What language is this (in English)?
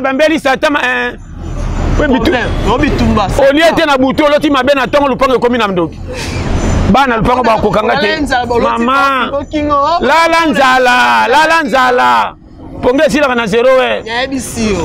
Lingala